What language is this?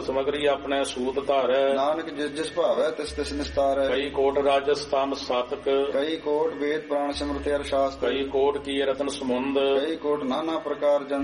Punjabi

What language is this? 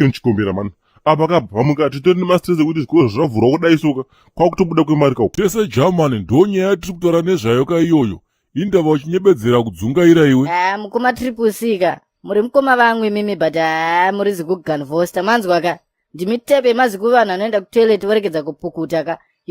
Shona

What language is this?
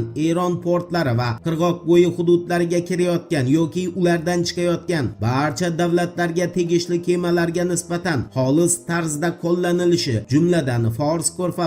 Uzbek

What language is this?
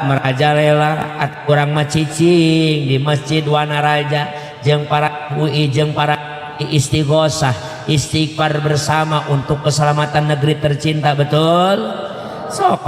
Sundanese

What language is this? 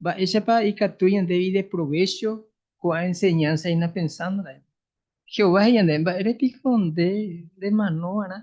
Guarani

